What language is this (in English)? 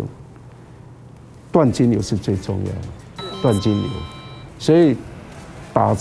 Chinese